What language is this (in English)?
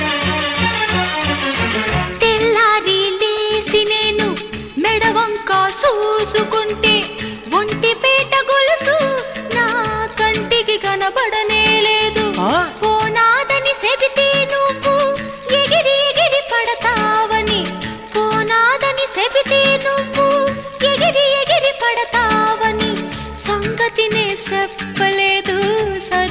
Telugu